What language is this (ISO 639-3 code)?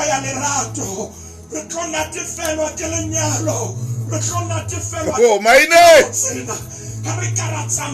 sot